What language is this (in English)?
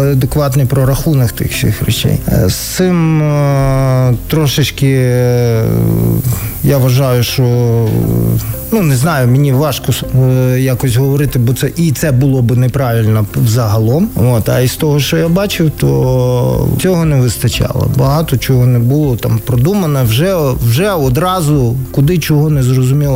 Ukrainian